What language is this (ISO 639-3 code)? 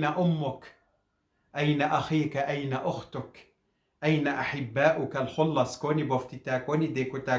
kur